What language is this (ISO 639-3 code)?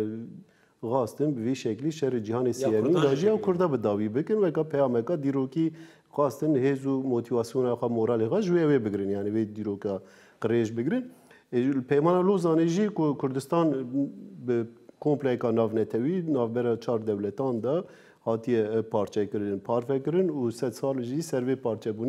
kur